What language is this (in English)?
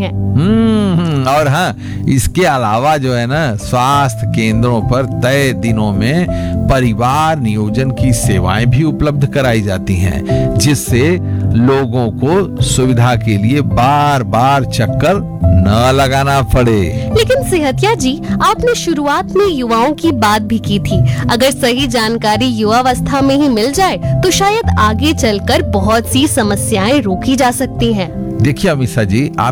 Hindi